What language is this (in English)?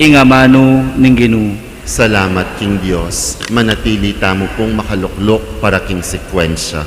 Pampanga